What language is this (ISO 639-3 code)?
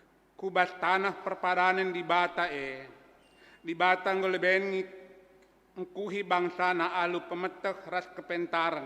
btx